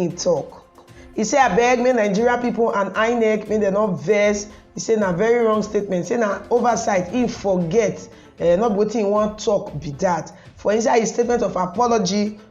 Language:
Nigerian Pidgin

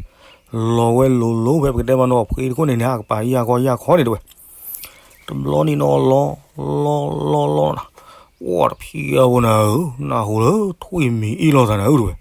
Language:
S'gaw Karen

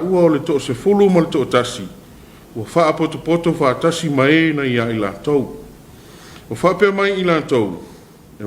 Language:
Samoan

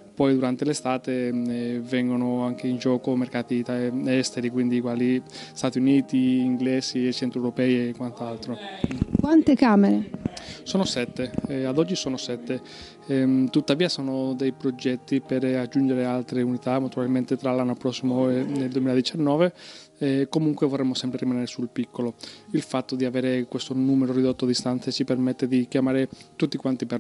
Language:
Italian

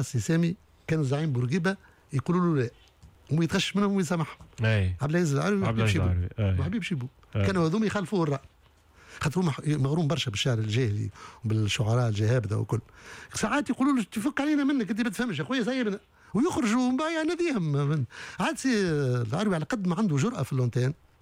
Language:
Tunisian Arabic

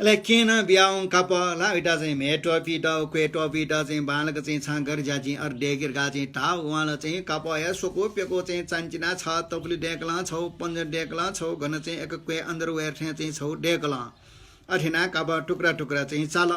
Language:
Newari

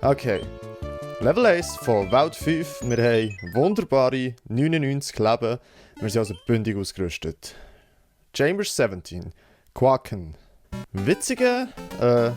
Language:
Swiss German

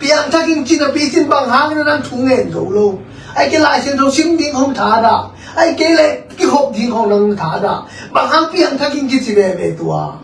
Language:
Tedim Chin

